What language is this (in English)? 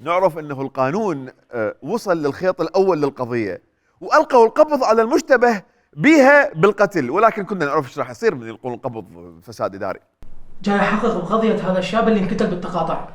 Mesopotamian Arabic